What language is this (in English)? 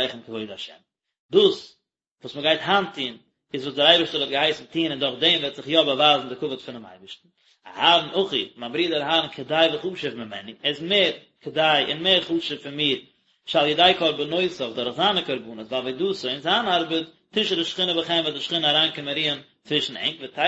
Yiddish